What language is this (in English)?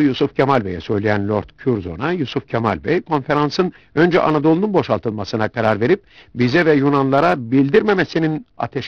Turkish